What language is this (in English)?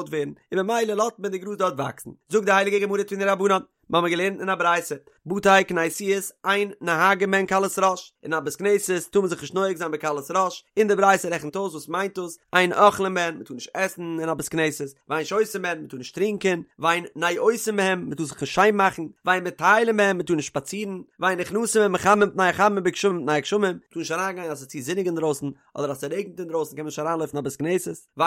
Yiddish